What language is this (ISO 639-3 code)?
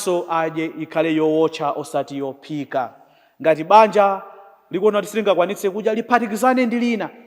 nya